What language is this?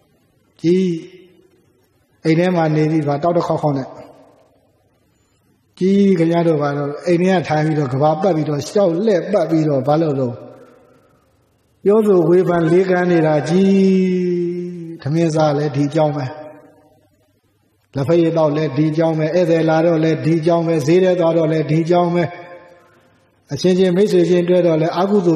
Burmese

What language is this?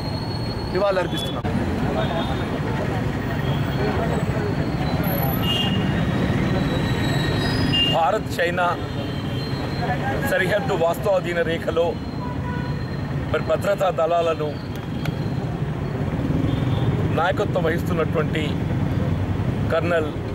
Telugu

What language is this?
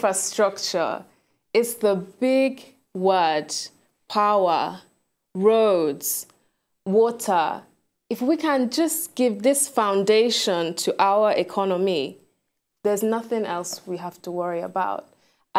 Nigerian Pidgin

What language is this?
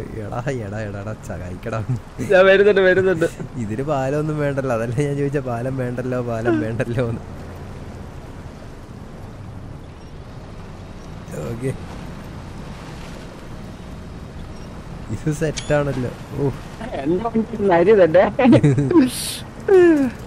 Malayalam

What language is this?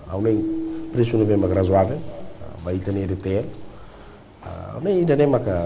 Tetum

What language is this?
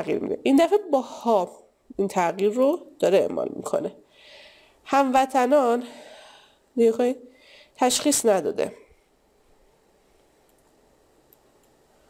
Persian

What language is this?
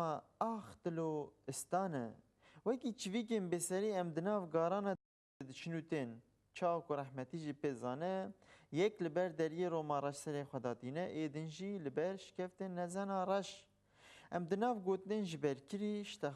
Kurdish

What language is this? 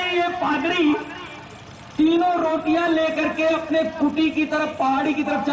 Urdu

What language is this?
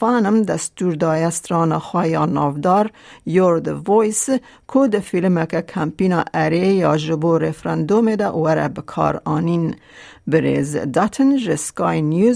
Kurdish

